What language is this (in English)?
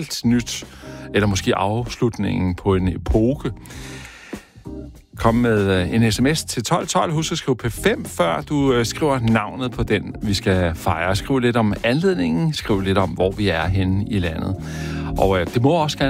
Danish